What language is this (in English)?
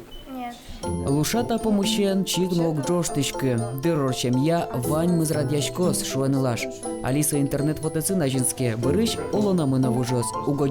Udmurt